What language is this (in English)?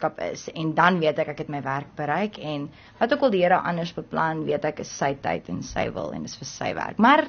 Afrikaans